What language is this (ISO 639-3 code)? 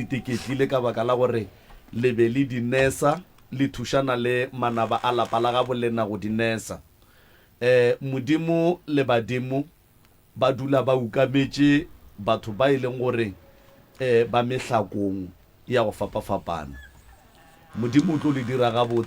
nso